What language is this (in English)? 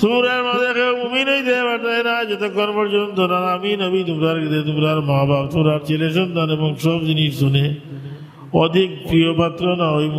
Sylheti